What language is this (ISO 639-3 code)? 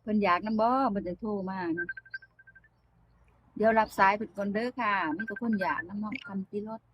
lao